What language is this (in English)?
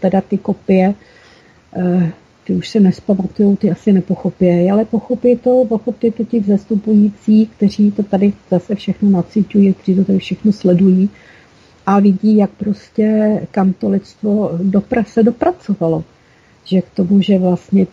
Czech